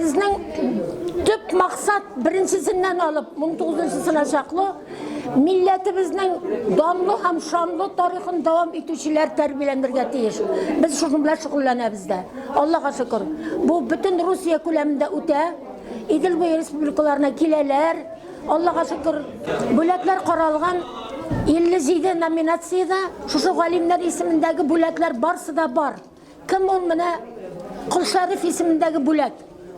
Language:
Tatar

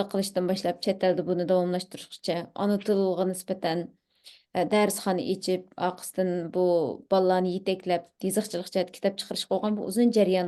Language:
Uyghur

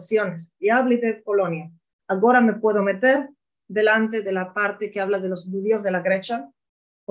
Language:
Ladino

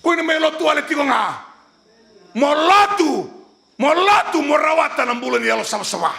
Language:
Fijian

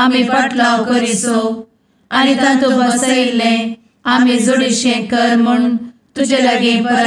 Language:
Konkani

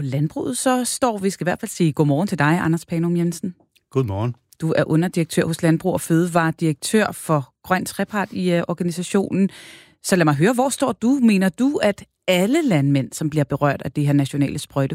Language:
Danish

